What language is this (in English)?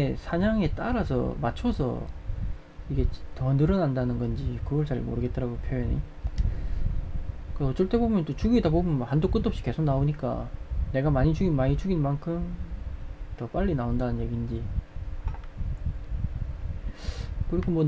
Korean